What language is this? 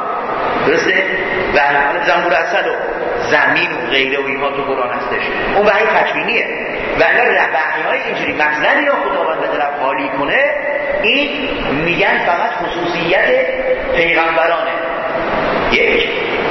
Persian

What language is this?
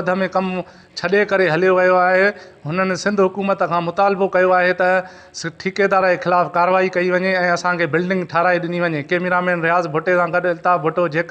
Sindhi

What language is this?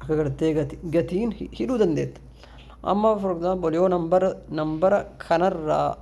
Oromo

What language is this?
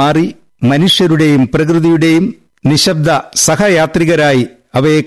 Malayalam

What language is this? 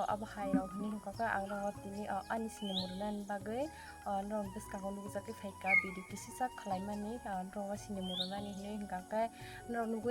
Kok Borok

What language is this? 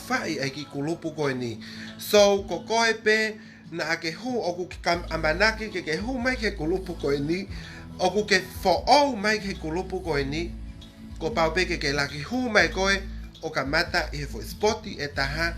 Tongan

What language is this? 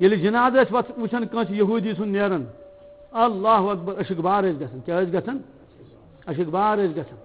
Kashmiri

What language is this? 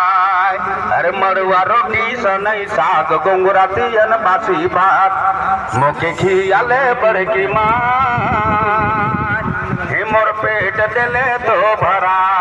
Sadri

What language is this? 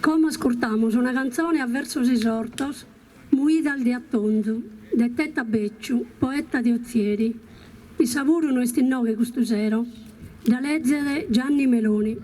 Sardinian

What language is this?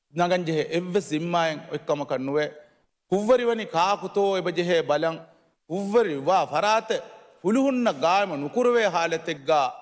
Divehi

